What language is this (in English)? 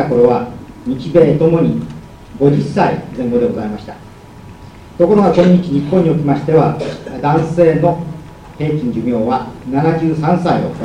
Japanese